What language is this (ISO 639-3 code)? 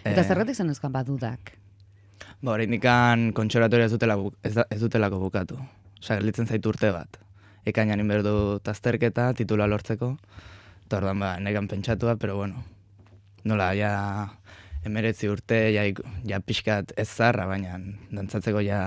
eus